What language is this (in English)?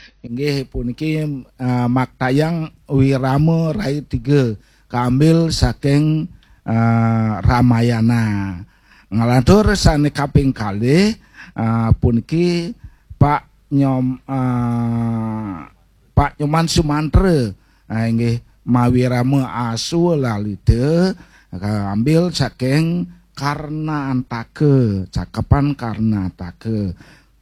Balinese